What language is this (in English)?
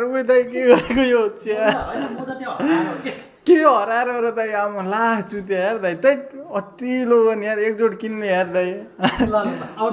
Nepali